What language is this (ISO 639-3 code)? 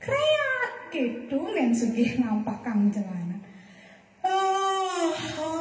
ban